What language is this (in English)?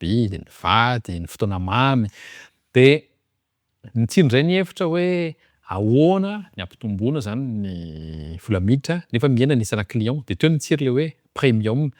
Malagasy